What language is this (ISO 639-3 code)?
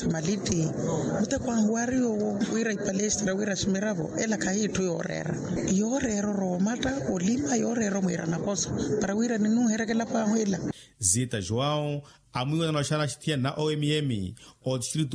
vmw